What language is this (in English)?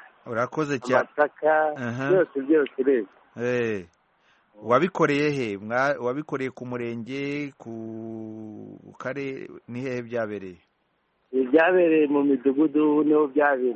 Kinyarwanda